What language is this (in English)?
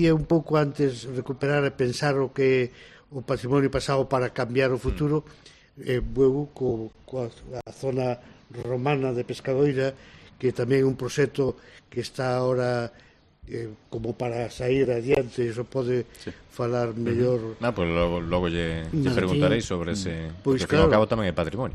Galician